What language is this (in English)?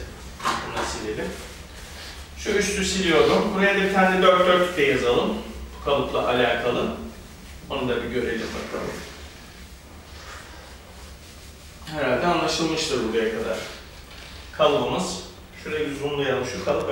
Turkish